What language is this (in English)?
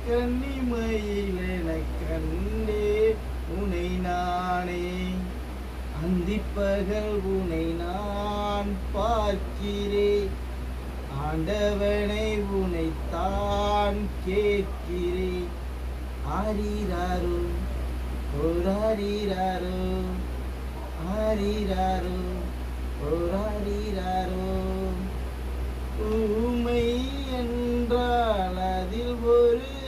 Tamil